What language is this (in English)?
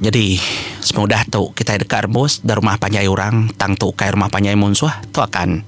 Iban